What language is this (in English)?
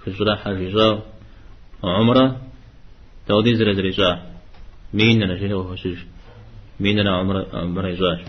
Kabardian